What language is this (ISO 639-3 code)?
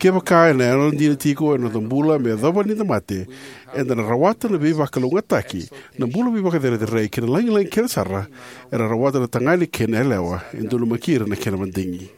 fij